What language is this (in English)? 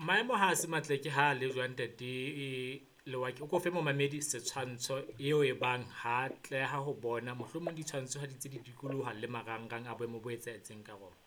Southern Sotho